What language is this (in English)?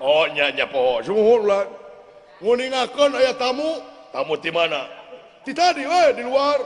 Sundanese